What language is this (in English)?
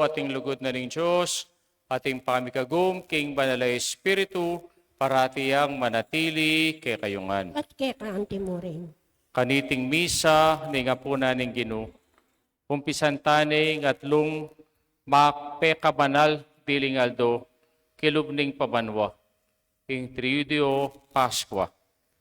Pampanga